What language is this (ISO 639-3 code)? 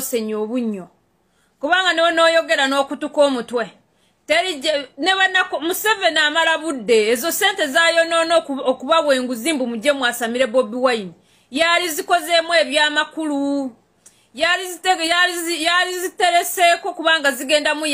lug